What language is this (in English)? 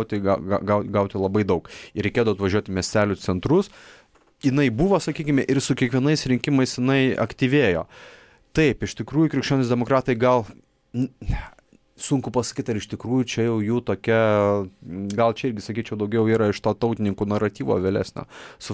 Lithuanian